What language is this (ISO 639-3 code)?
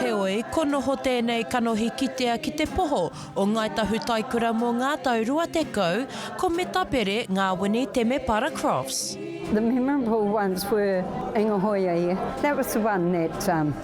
mri